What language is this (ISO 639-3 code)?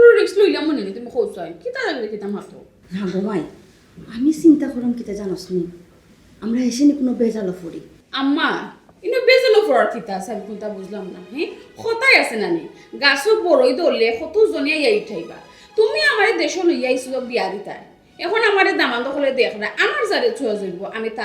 syl